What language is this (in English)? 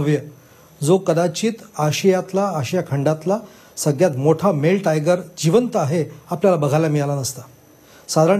Marathi